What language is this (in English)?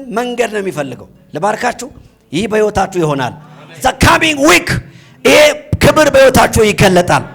Amharic